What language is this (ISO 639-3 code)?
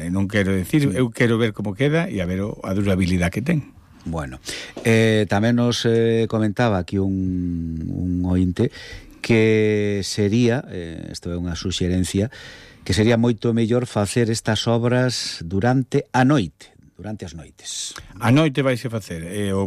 glg